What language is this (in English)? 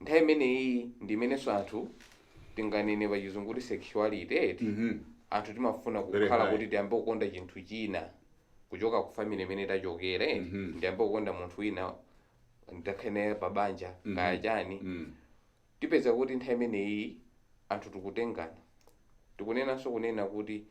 Nyanja